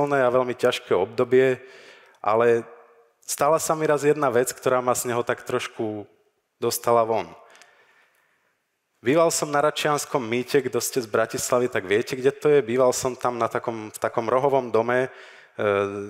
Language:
Slovak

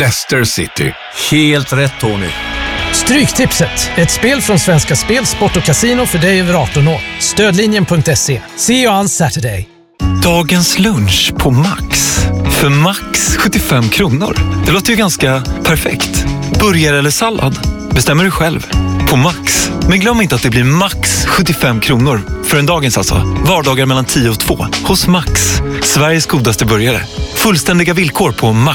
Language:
Swedish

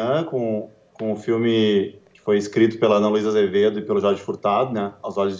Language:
Portuguese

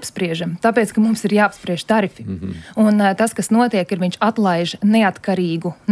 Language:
Latvian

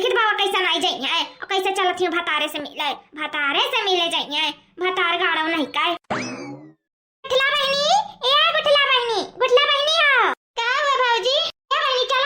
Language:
Awadhi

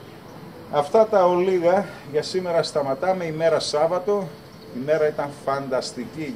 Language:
Greek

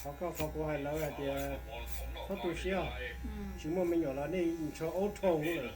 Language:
Hmong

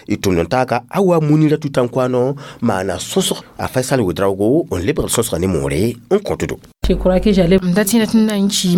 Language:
Mossi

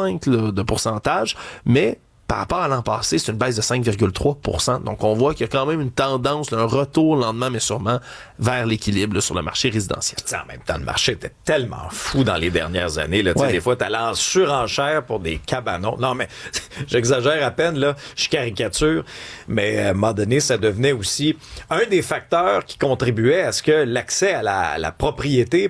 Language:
French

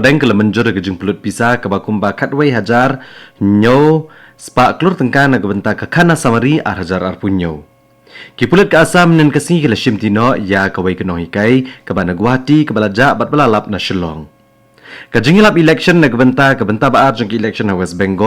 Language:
Khasi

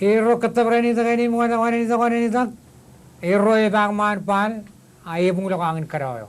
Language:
Marshallese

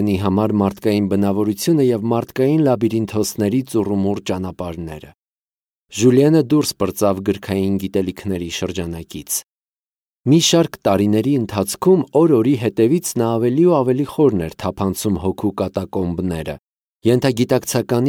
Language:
Armenian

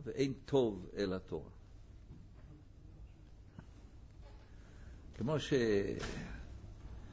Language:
Hebrew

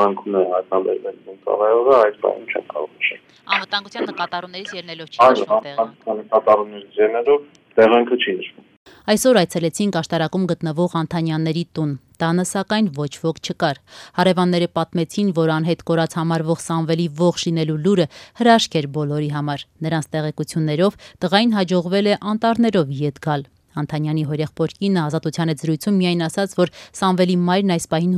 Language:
Armenian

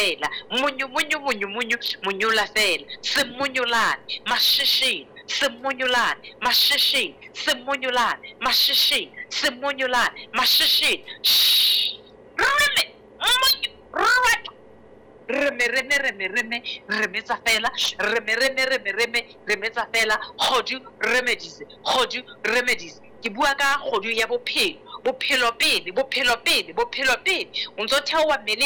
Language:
Southern Sotho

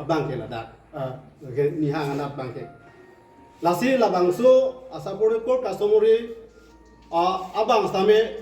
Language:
Karbi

